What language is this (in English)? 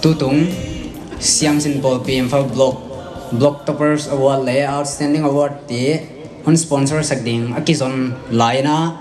Paite Chin